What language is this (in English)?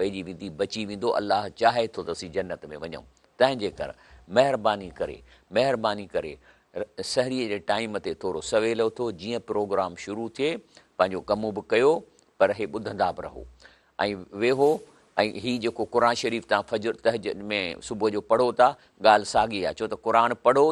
Sindhi